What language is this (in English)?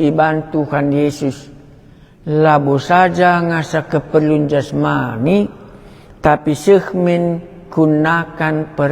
Batak Karo